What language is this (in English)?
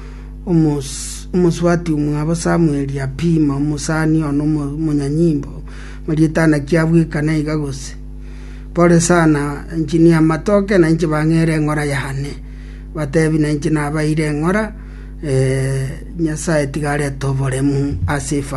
Gusii